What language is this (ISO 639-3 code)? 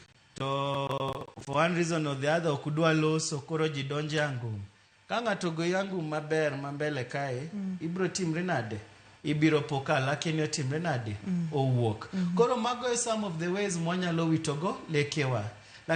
luo